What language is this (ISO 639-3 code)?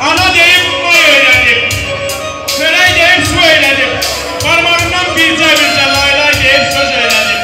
azb